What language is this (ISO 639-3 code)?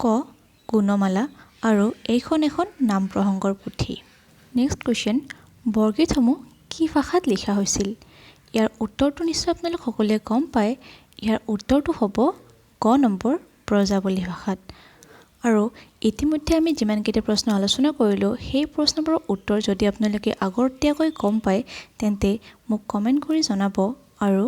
asm